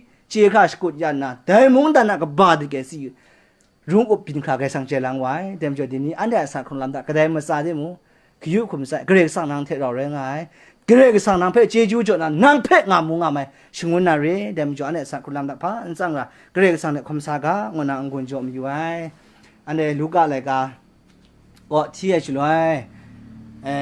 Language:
Kachin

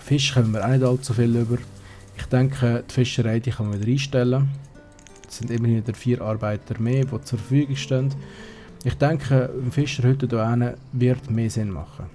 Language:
Swiss German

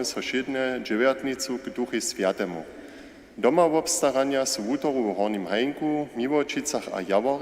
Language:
Upper Sorbian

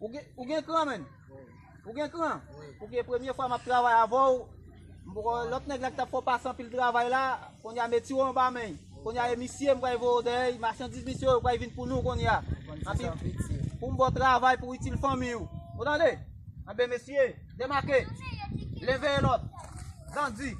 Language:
Haitian Creole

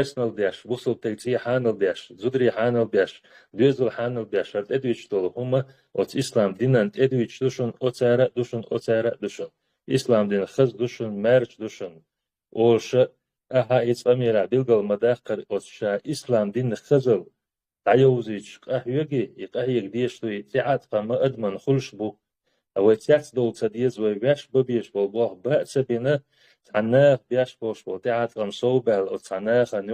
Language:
Chechen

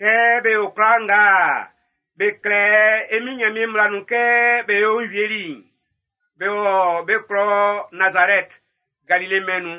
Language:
Baoulé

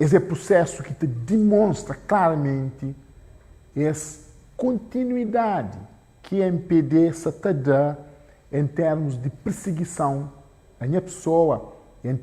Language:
Kabuverdianu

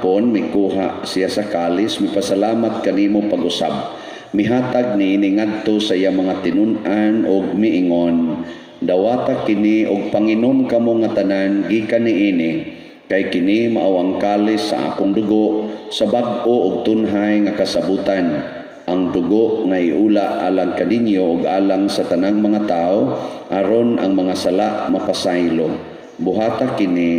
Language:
Cebuano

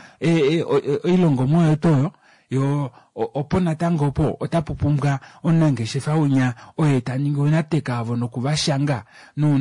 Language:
Kuanyama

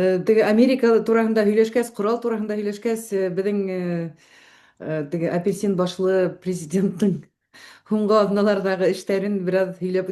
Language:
Bashkir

